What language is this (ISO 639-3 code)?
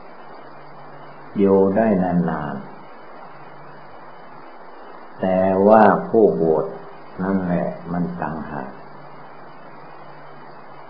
tha